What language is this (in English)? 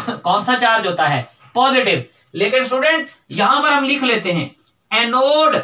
Hindi